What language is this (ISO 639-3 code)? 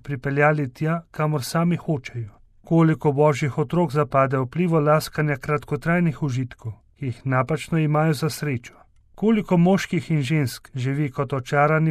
slv